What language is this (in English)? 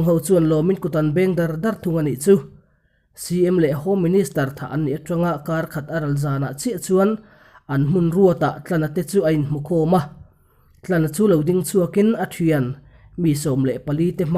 Mizo